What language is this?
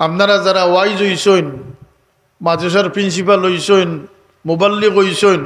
Sylheti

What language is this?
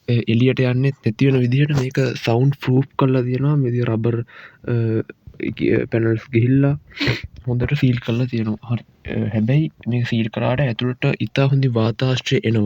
Sinhala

